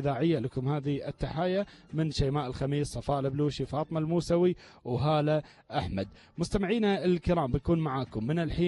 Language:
Gulf Arabic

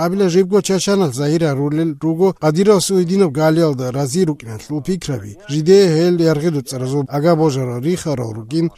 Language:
Avaric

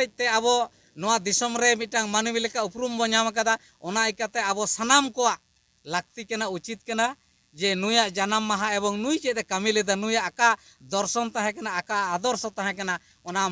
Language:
Santali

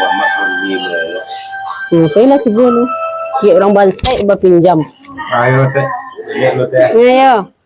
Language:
Minangkabau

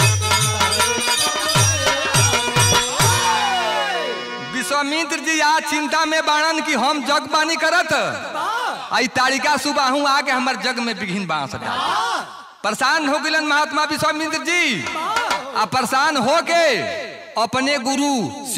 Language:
Bhojpuri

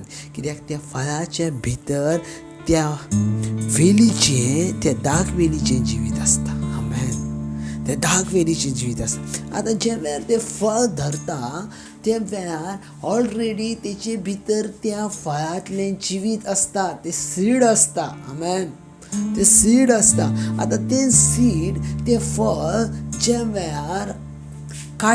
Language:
Konkani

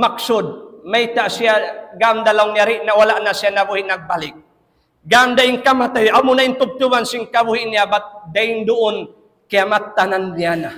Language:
Tausug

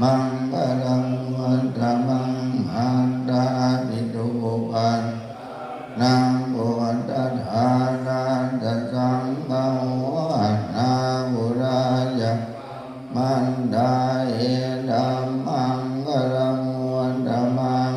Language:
Pali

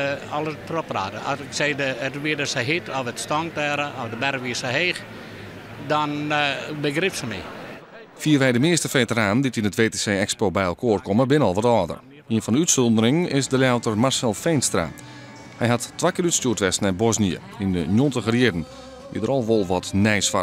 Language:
Western Frisian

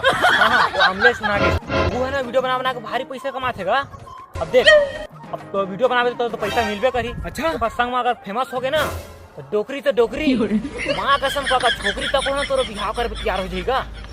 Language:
Chhattisgarhi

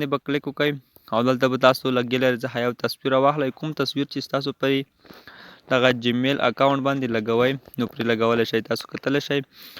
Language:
Pashto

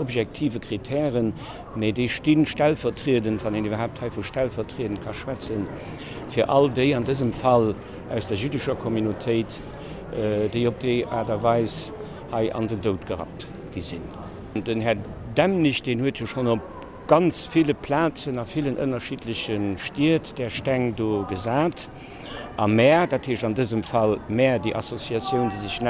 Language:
Luxembourgish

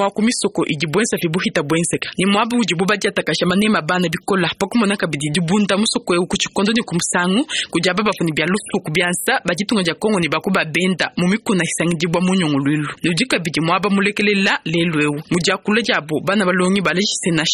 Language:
Luba-Lulua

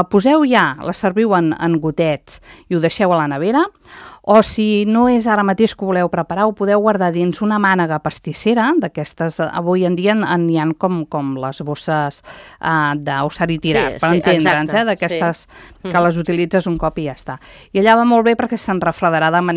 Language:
Catalan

